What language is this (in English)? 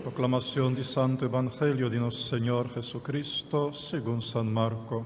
Papiamento